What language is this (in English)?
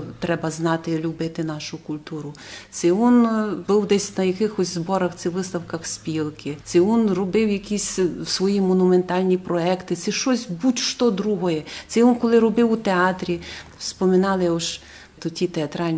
Rusyn